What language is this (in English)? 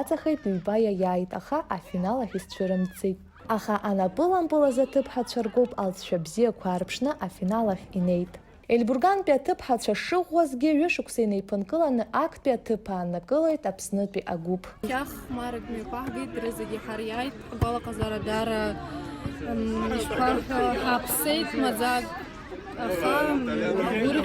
Abkhazian